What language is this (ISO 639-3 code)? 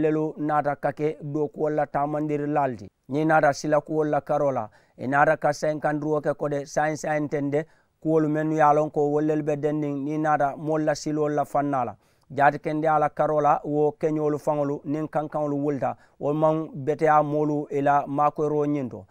man